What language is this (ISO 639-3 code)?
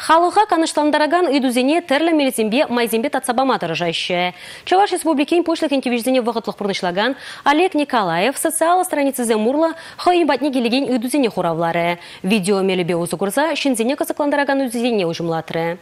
chv